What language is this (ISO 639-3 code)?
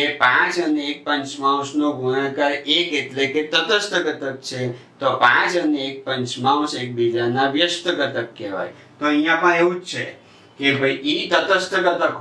guj